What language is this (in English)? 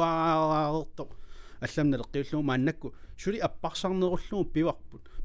Kalaallisut